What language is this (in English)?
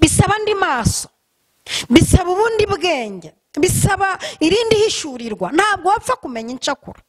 Kinyarwanda